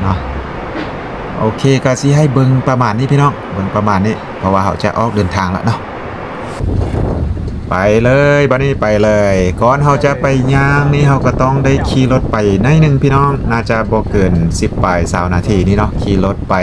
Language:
Lao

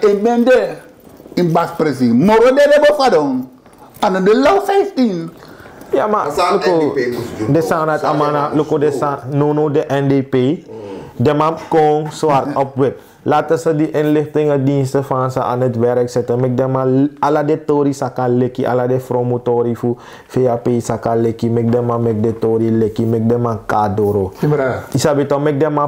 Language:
Sranan Tongo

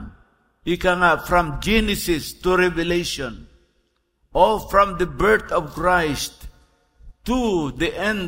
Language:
Filipino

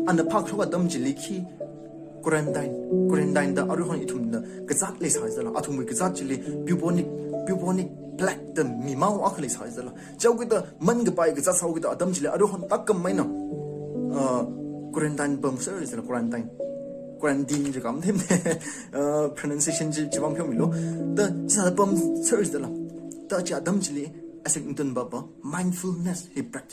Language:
Tangkhul Naga (India)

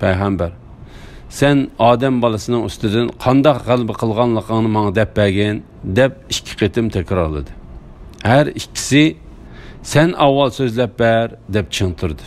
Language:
Uyghur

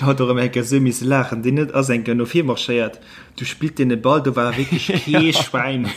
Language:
Luxembourgish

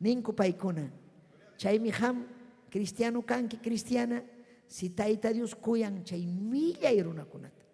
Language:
Ayacucho Quechua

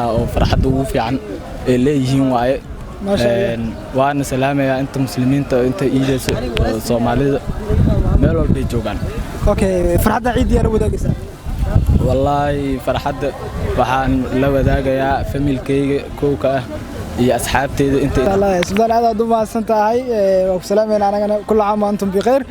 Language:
Somali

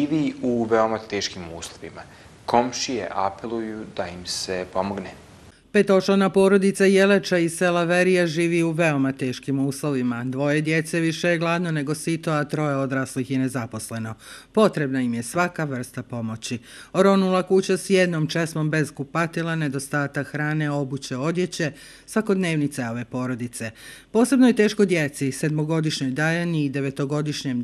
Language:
Bosnian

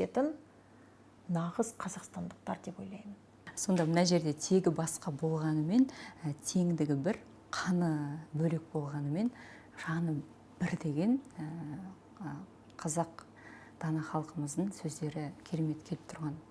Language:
Kazakh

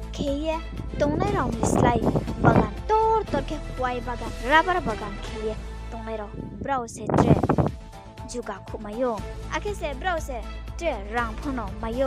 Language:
Riang (India)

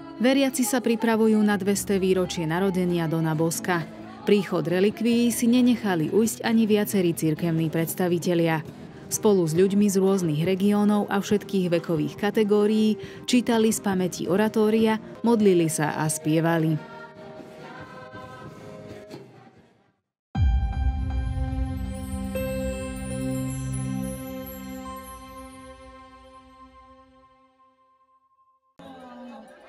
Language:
Slovak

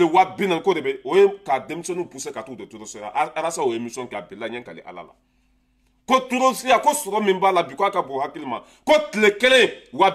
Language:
Bambara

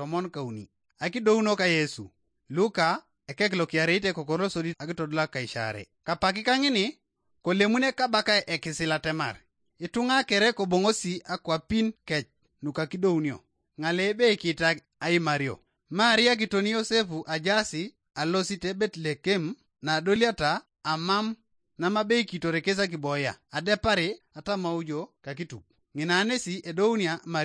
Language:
Teso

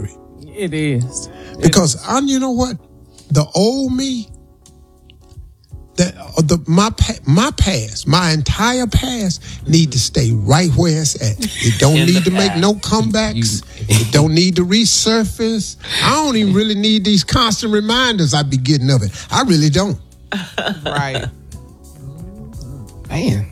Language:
English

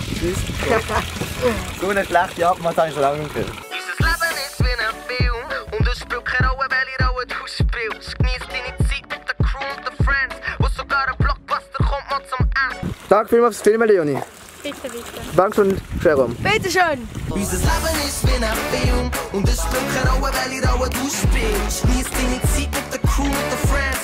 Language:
Swiss German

